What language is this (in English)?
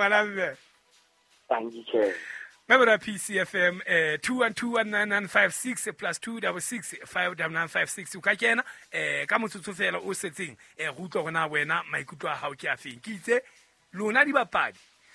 Southern Sotho